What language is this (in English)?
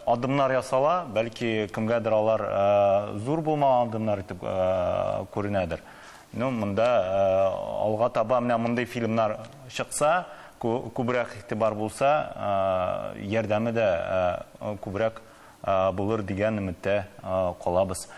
Tatar